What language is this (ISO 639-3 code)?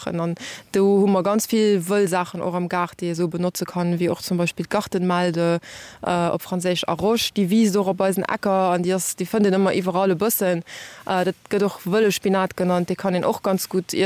ltz